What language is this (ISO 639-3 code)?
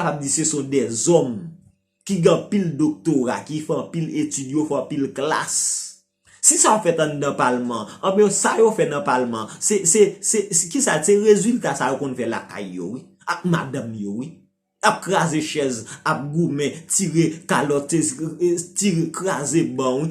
hat